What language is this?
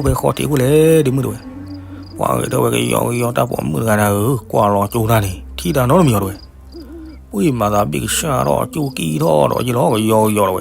S'gaw Karen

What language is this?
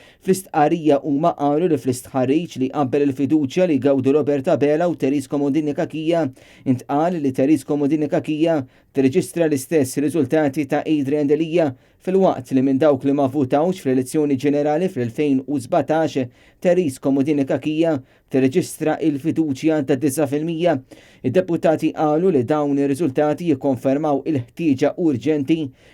Maltese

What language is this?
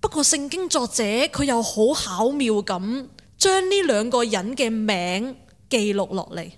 Cantonese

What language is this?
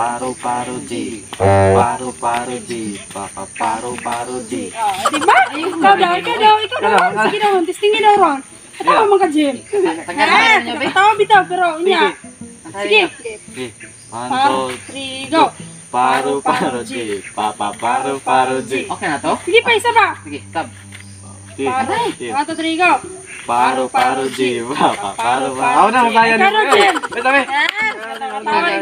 Cebuano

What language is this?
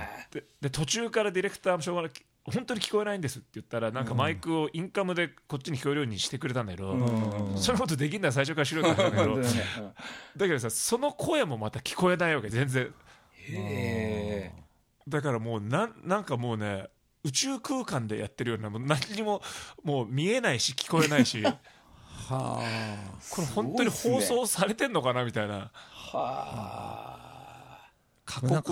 Japanese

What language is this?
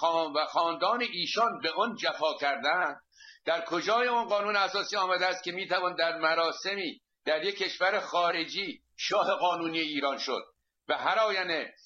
Persian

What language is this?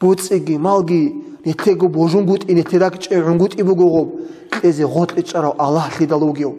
Avaric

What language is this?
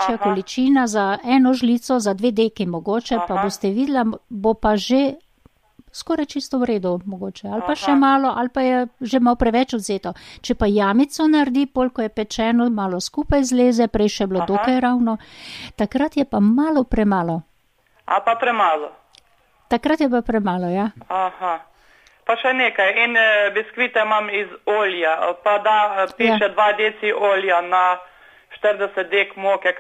Slovenian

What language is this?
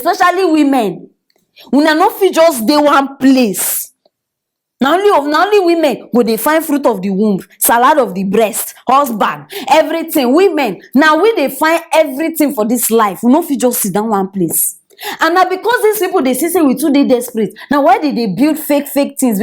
Nigerian Pidgin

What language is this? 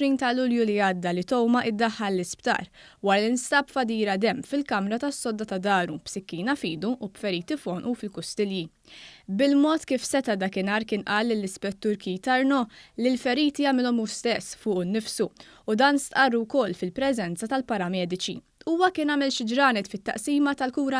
Maltese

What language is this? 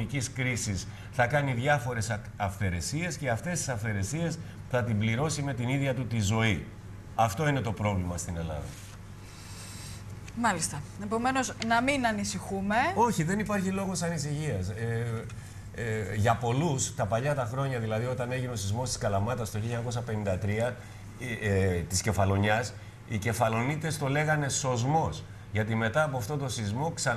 Greek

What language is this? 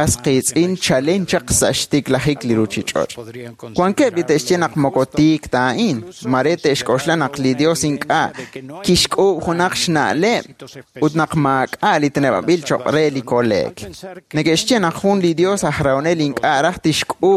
Kekchí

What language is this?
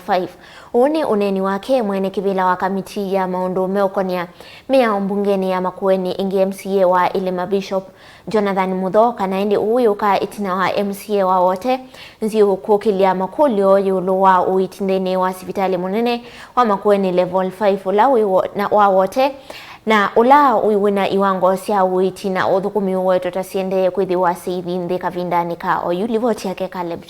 Kamba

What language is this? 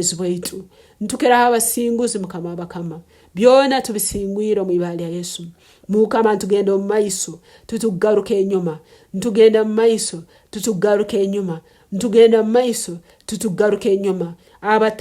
Tooro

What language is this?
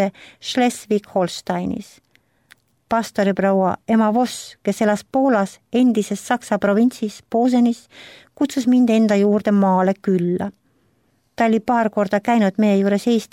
Estonian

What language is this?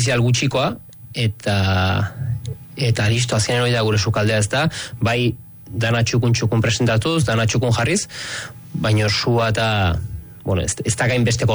Basque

